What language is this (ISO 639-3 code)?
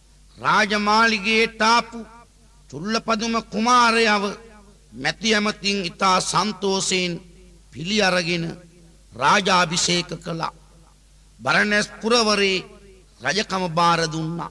sin